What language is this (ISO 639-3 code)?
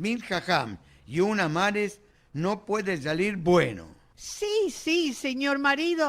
lad